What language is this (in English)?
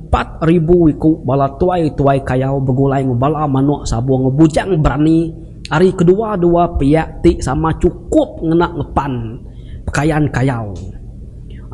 Iban